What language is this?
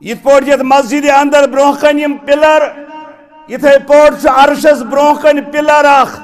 Kashmiri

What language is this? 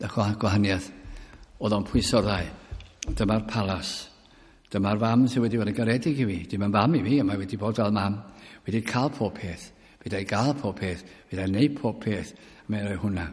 Welsh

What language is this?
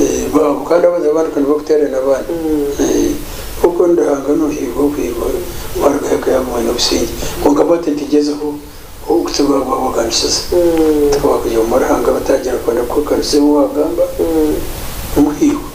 Nyankole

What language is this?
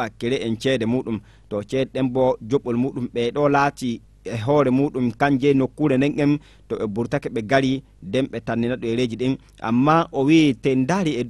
Fula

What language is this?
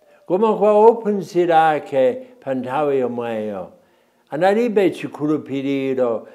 Nyanja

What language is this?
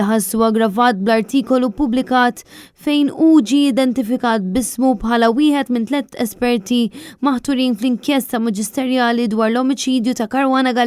Maltese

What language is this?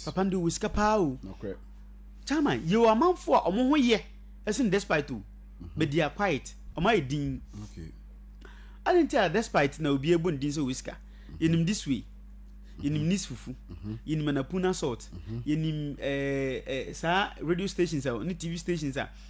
Akan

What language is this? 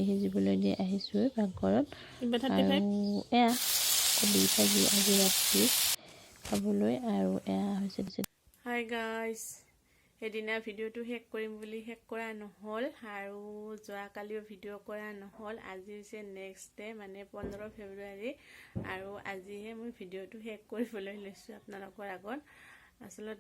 Assamese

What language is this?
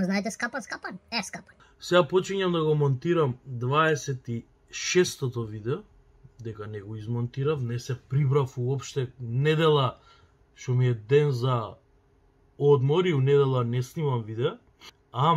Macedonian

